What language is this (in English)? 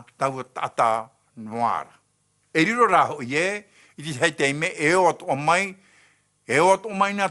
Tahitian